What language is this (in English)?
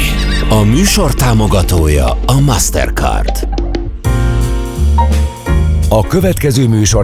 Hungarian